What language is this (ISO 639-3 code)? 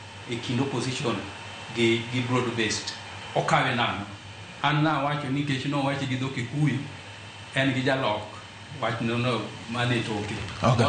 luo